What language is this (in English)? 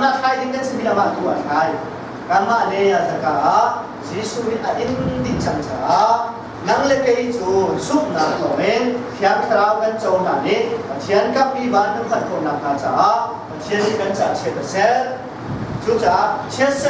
Hakha Chin